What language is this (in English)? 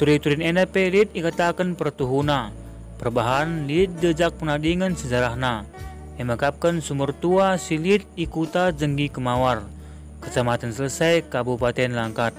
Batak Karo